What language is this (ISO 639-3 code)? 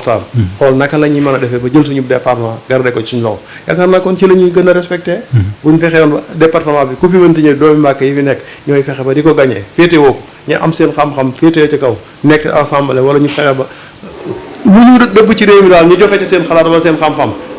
wol